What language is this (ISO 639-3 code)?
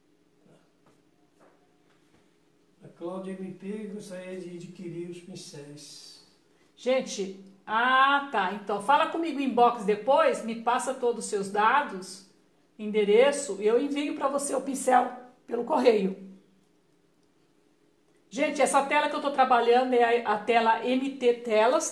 por